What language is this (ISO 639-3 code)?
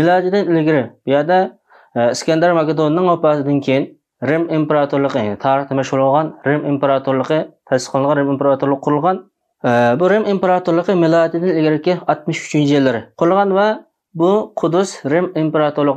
uig